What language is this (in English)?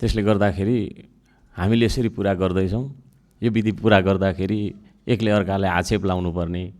Nepali